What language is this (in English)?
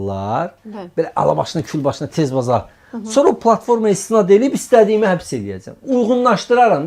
Azerbaijani